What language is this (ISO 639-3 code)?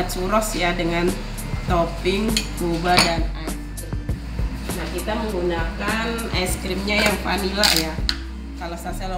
ind